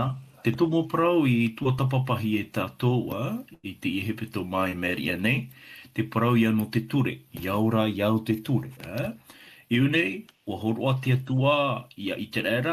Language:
Tahitian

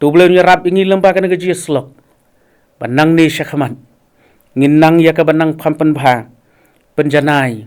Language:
Khasi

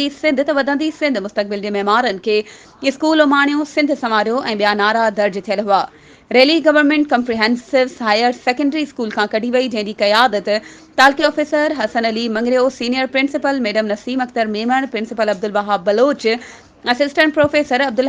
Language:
Sindhi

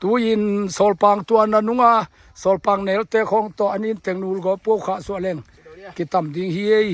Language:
Tedim Chin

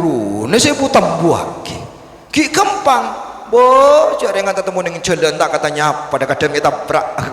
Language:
Madurese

